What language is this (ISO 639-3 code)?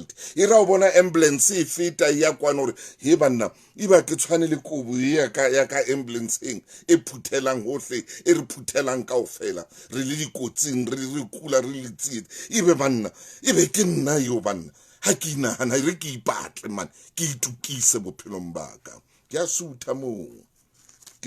sot